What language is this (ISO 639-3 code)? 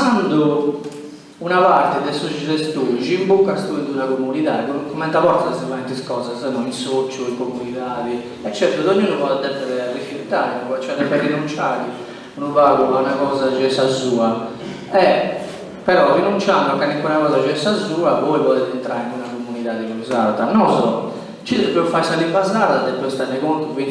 srd